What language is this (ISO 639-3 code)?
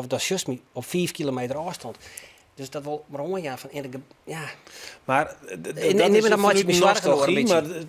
fry